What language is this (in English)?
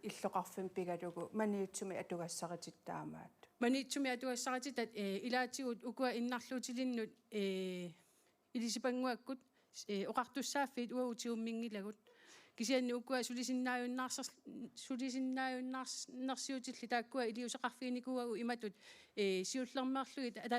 Kalaallisut